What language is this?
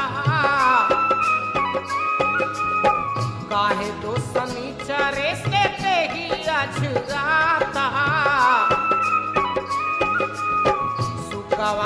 Bhojpuri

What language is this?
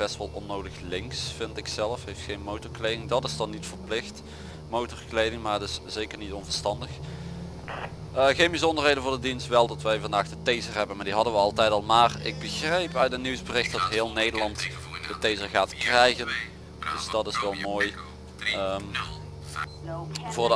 Dutch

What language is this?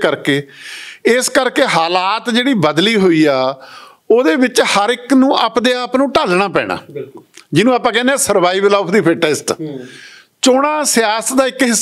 Punjabi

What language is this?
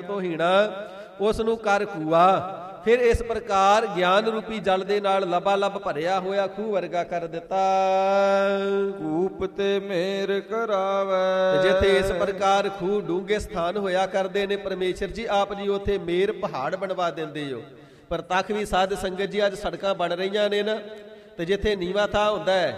Punjabi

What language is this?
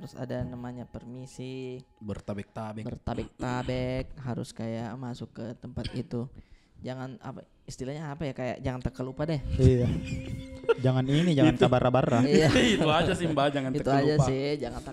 Makassar Malay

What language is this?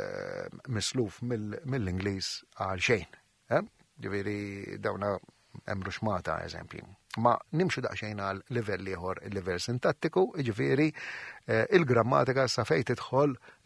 Maltese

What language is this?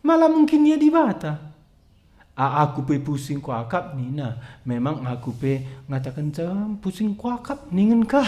Batak Karo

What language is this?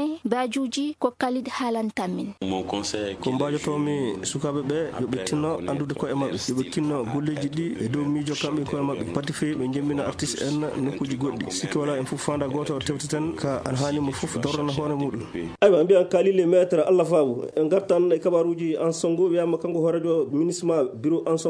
Fula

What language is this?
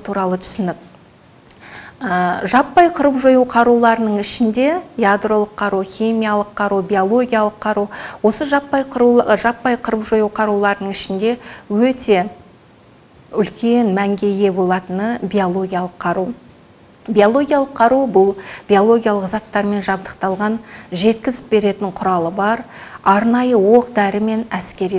Kazakh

